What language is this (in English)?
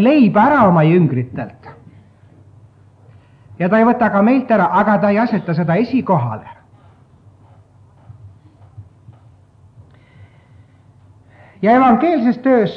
Estonian